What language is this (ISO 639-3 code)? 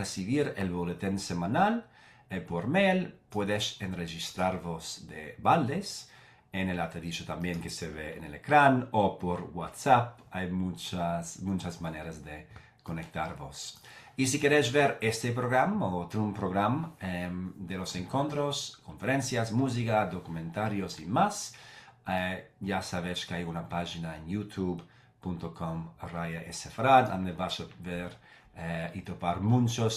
lad